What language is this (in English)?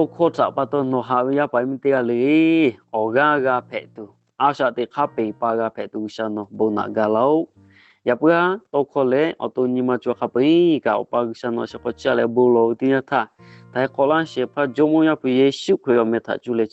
Lahu